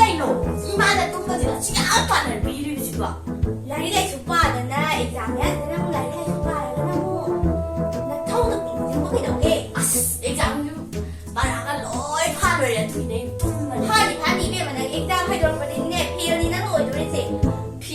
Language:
Manipuri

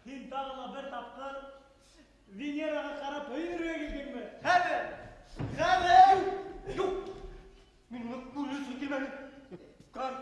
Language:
Bashkir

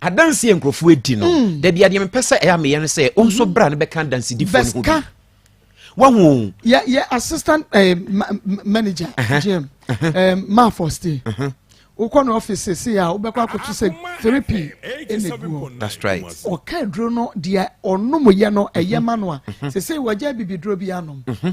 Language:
Akan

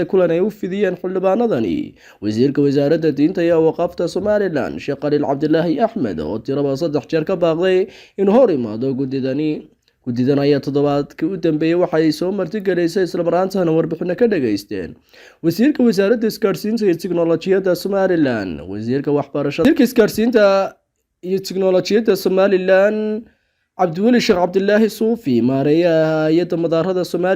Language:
Somali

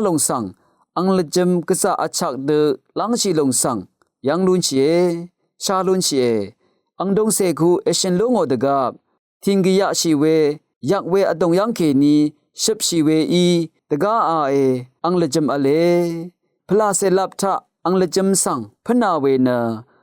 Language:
Rawang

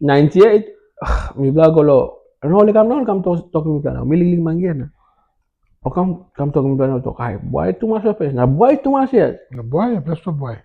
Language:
Tok Pisin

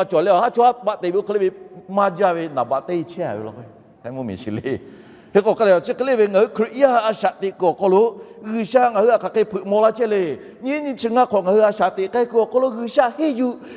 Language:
Lahu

